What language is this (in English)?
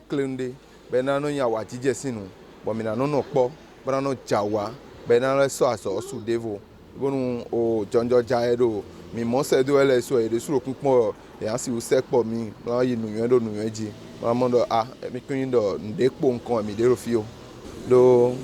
Fon